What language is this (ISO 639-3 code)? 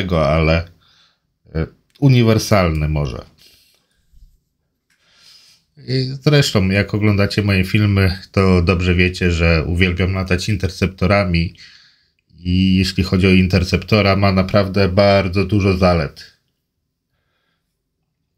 pol